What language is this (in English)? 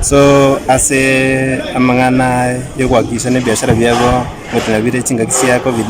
Gusii